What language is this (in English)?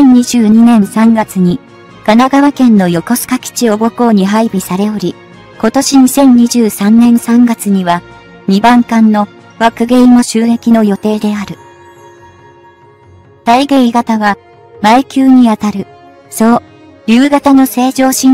Japanese